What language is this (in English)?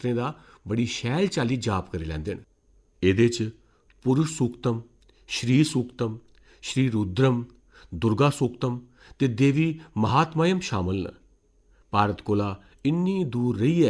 Dogri